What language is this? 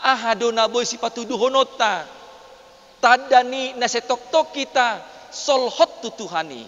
Batak Toba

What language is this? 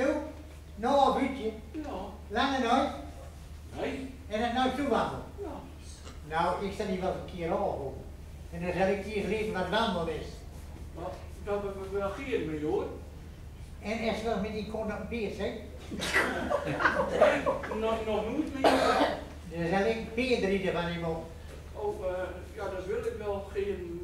Gronings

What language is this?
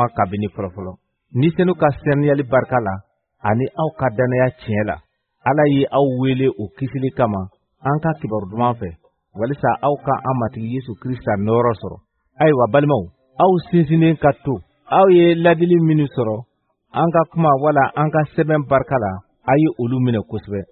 Bambara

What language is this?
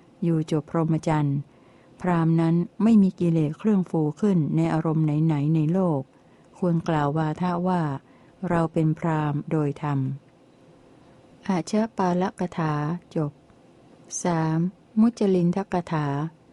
Thai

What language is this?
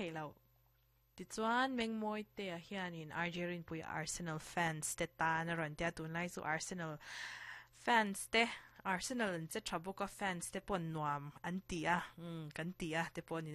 Mizo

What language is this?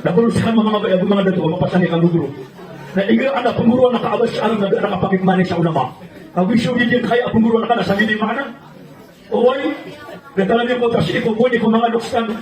Maranao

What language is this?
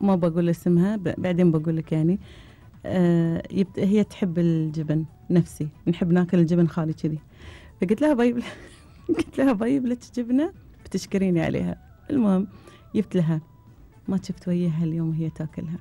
Gulf Arabic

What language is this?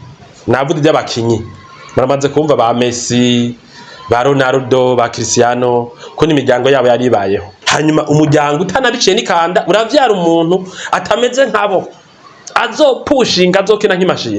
Rundi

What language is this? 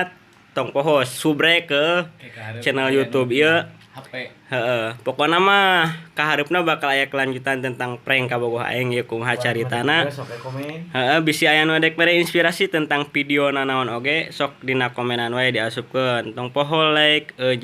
Sundanese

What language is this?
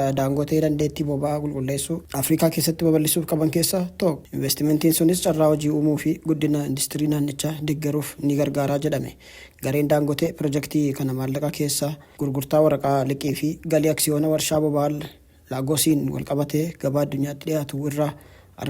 Oromo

